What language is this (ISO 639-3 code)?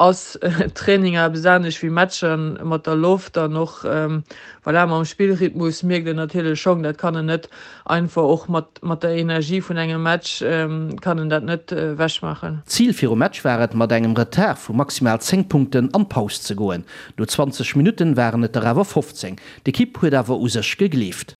ltz